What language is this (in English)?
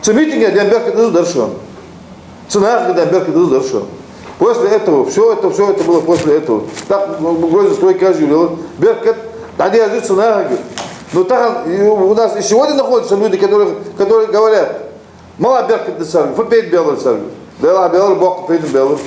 Ingush